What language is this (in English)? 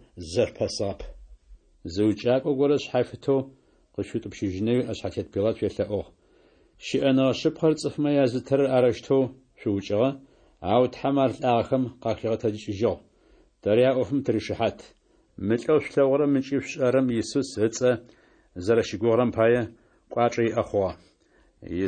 Adyghe